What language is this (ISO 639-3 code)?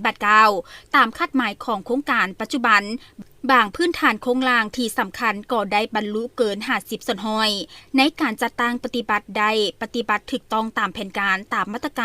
lao